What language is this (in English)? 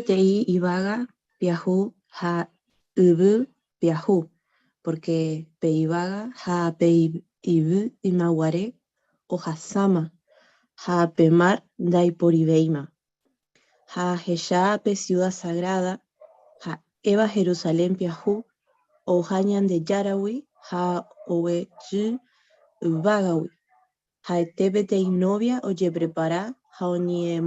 Guarani